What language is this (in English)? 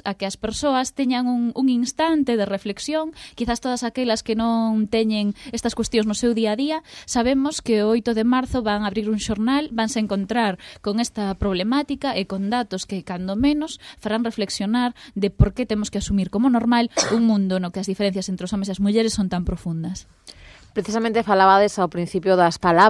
Galician